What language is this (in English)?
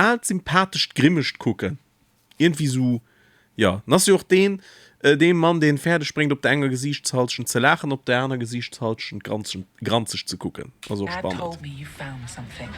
Luxembourgish